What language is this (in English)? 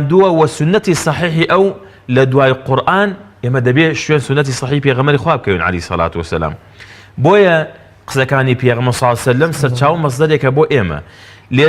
Central Kurdish